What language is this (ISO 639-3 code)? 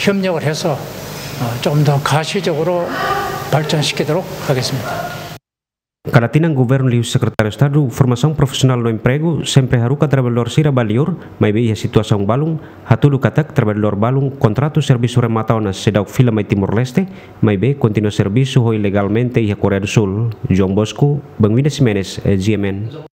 tet